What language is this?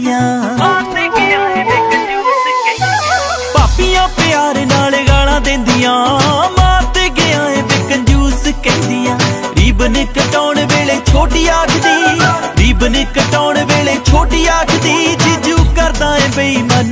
Punjabi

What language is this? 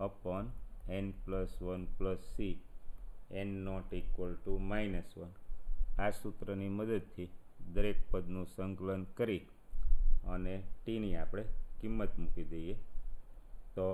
Gujarati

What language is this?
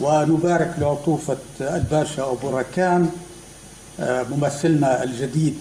North Levantine Arabic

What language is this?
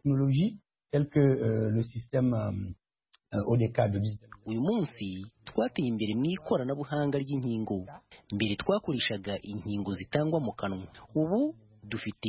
Kinyarwanda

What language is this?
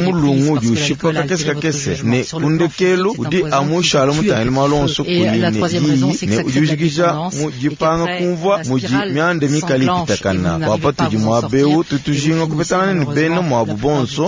Luba-Lulua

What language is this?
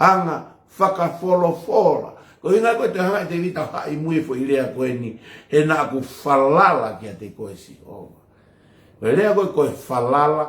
Tongan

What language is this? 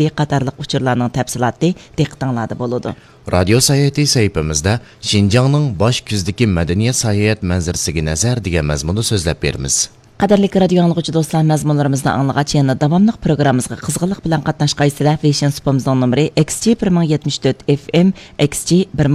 Uyghur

